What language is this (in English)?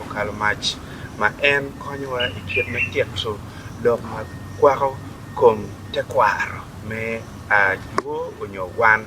Acoli